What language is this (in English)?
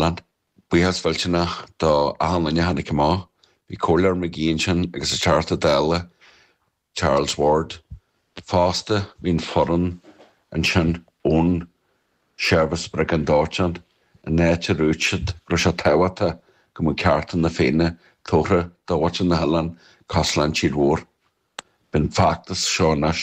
Irish